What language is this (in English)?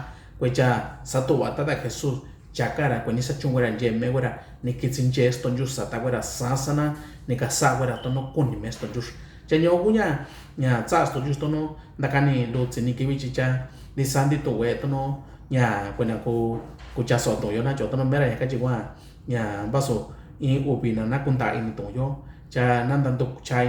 Mixtepec Mixtec